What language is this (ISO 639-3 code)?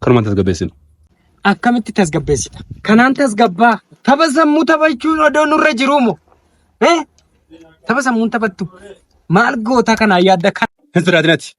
orm